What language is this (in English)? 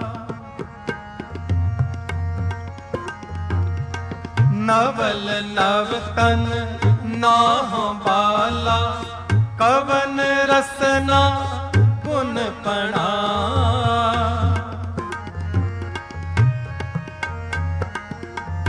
Punjabi